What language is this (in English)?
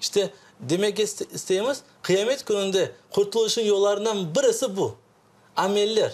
Crimean Tatar